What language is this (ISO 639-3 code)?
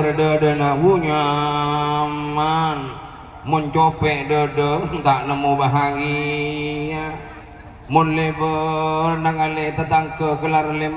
mad